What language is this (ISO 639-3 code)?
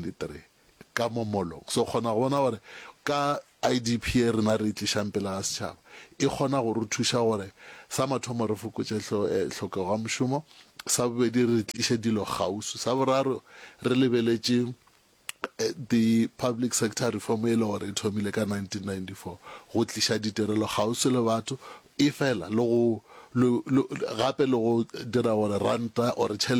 nso